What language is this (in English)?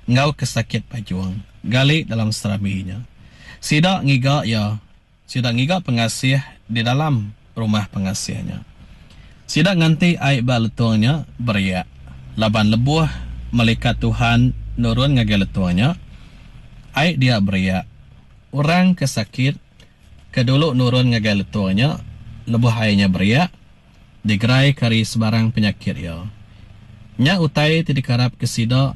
Iban